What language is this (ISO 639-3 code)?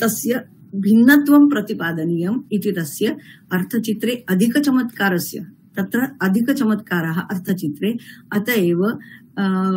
san